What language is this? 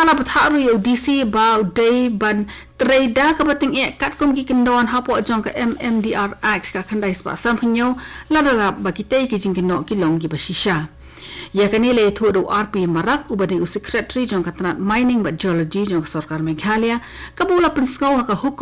Khasi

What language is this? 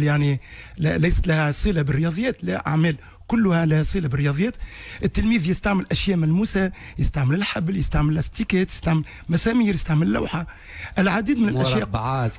Tunisian Arabic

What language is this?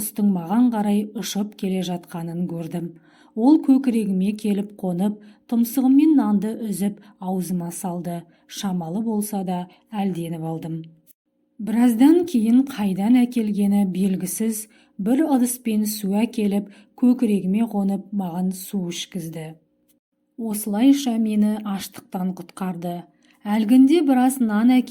Kazakh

